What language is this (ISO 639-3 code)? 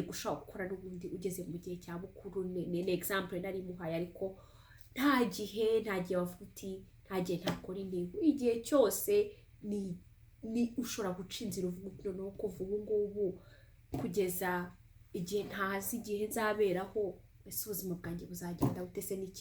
kin